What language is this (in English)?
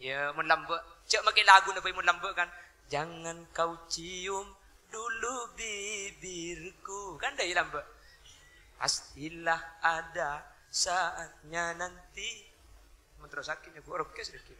Madurese